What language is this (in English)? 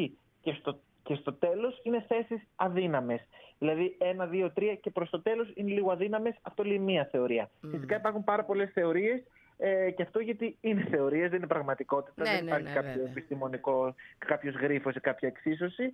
Greek